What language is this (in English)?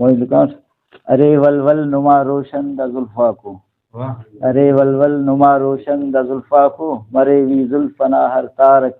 Brahui